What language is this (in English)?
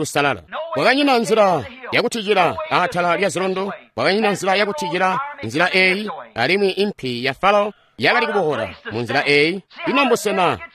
Tonga (Zambia)